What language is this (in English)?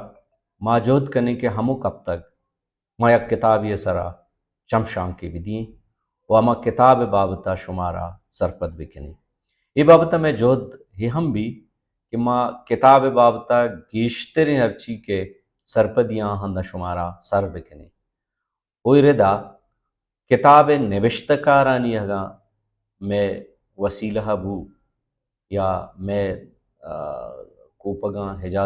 Baluchi